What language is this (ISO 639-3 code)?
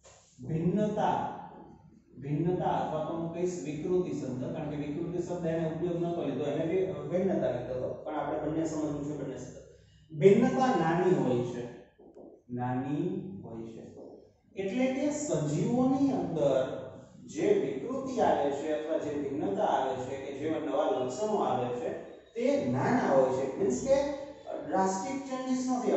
guj